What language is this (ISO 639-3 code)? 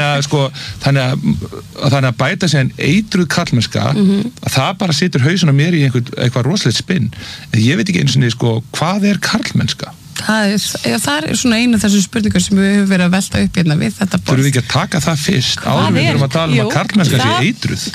isl